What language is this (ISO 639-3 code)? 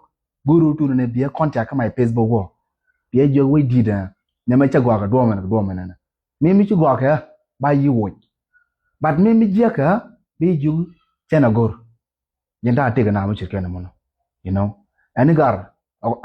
nus